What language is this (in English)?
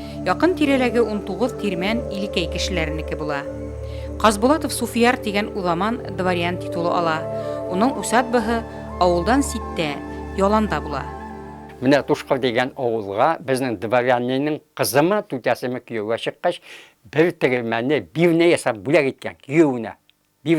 Bashkir